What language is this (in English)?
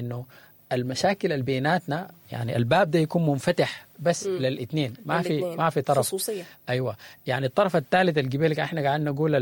Sudanese Arabic